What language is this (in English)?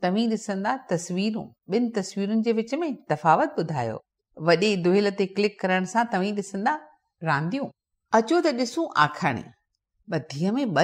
Sindhi